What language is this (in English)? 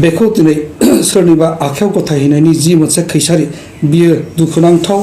Bodo